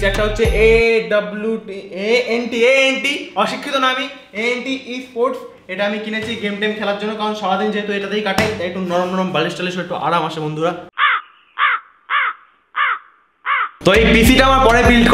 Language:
Bangla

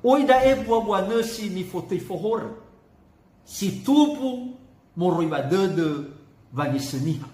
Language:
Nias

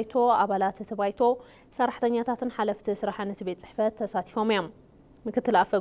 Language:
Tigrinya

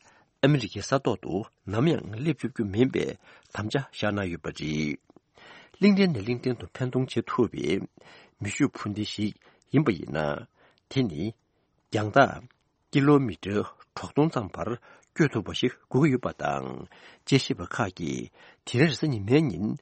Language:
Tibetan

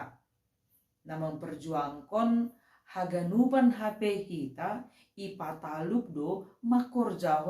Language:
Batak Simalungun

